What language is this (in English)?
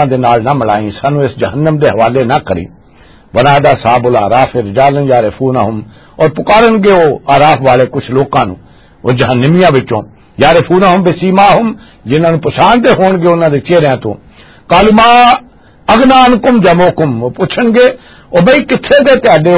Western Panjabi